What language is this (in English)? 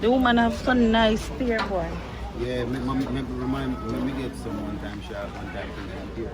Jamaican Creole English